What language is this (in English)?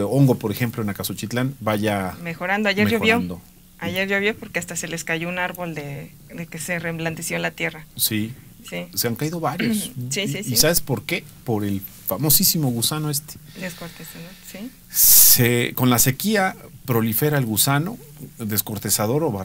Spanish